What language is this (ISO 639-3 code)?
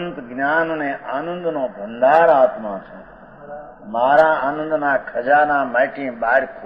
guj